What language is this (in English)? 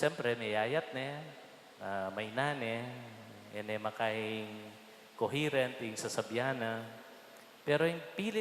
Pampanga